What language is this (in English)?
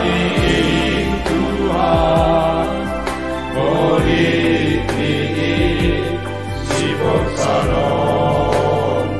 Batak Simalungun